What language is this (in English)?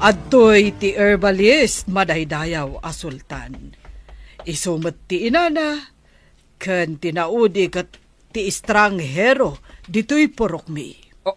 Iloko